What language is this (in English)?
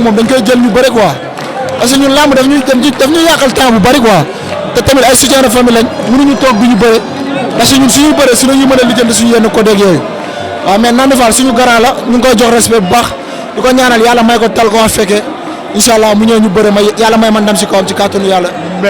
Wolof